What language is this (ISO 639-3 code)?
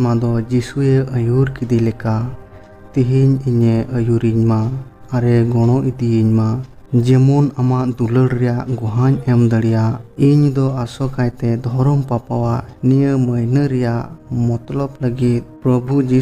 sat